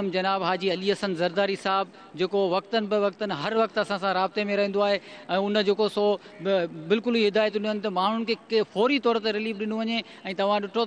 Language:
Sindhi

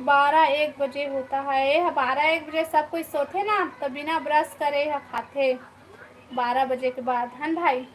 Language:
Chhattisgarhi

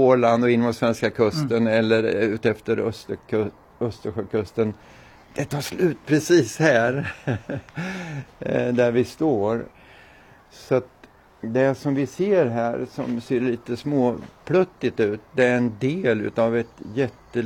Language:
Swedish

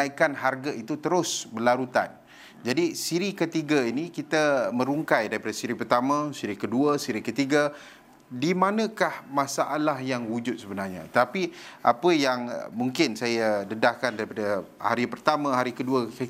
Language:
Malay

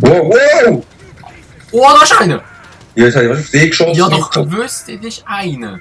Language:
Swiss German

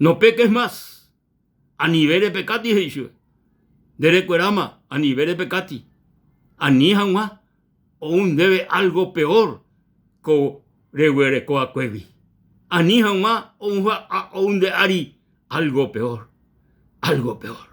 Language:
Guarani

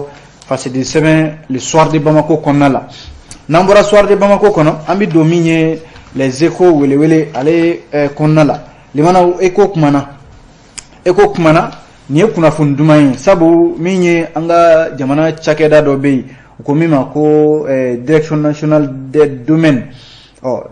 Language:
Bambara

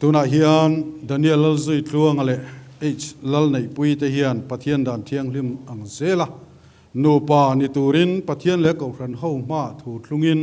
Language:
Mizo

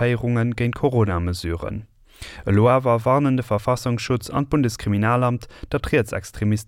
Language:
Luxembourgish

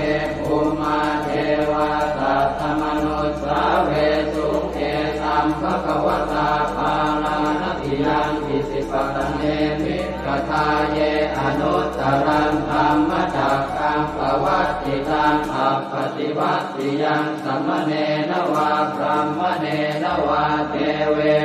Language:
Pali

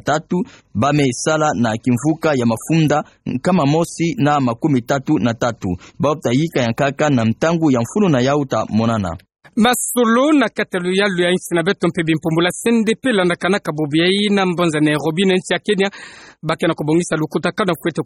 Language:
Kituba (Democratic Republic of Congo)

